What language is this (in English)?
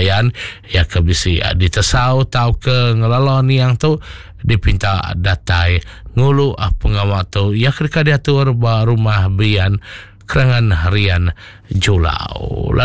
Iban